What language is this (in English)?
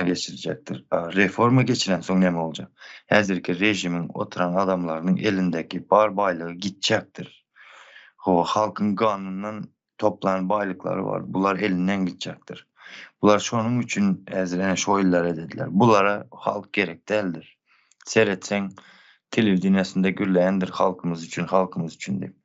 Turkmen